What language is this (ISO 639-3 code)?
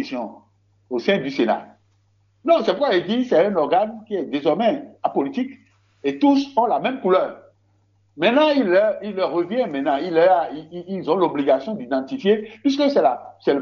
fra